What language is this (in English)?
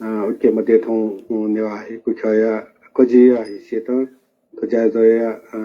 Newari